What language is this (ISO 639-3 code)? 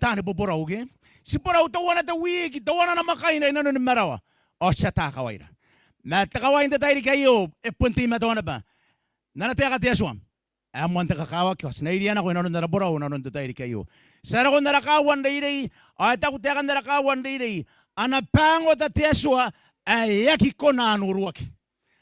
gil